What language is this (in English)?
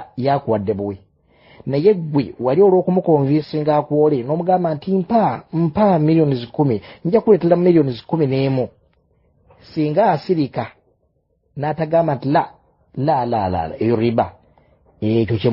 Ganda